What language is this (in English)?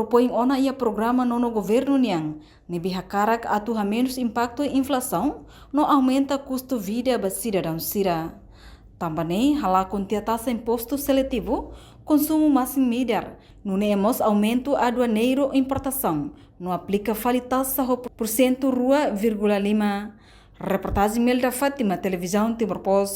Tetum